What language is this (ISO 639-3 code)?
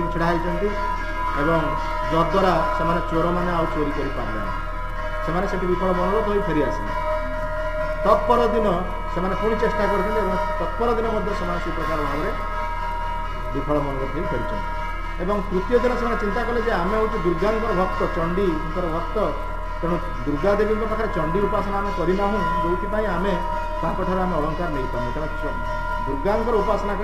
ori